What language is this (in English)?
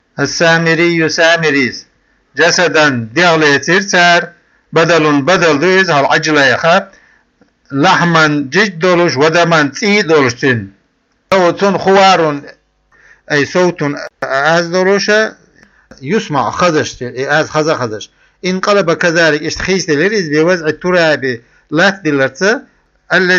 Chechen